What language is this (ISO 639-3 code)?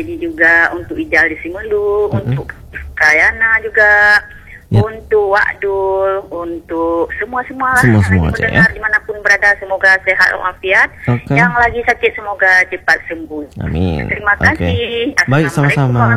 ind